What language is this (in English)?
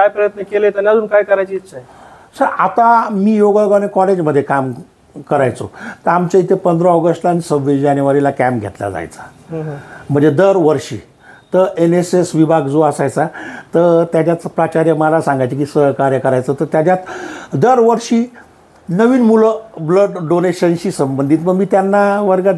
Marathi